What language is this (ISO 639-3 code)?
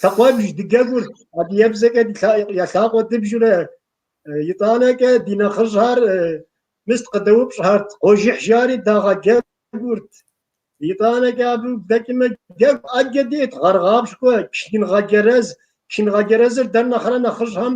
kbd